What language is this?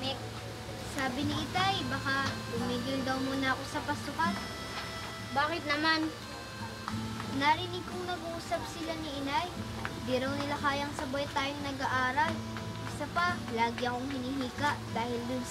Filipino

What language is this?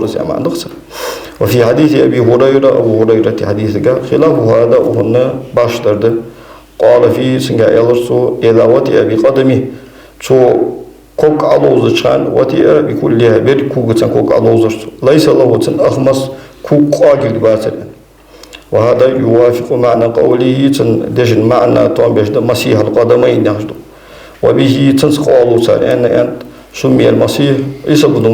Ingush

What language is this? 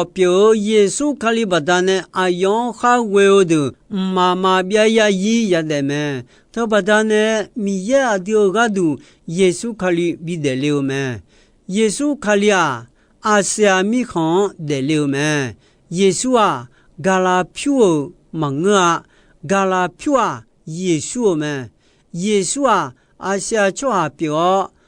Akha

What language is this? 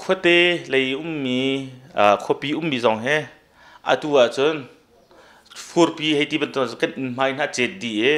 Hakha Chin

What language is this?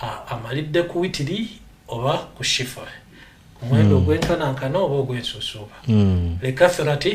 Ganda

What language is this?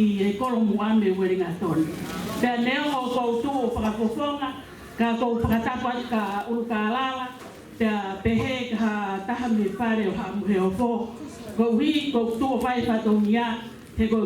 Tongan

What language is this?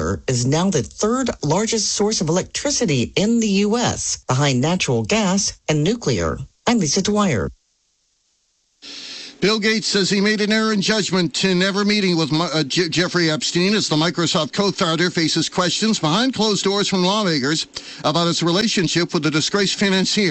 English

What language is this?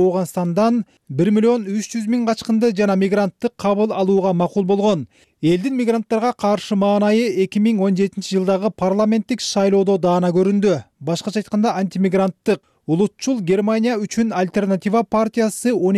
Kyrgyz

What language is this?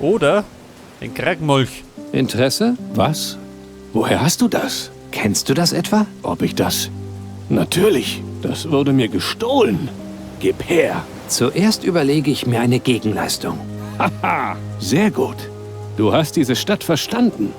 Bavarian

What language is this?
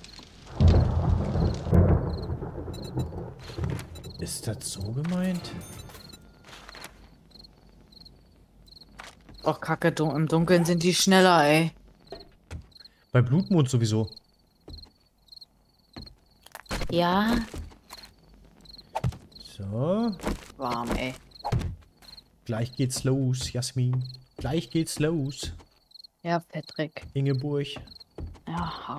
German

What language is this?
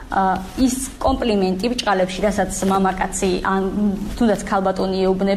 Georgian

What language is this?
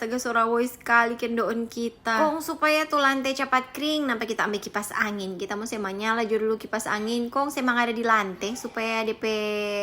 Manado Malay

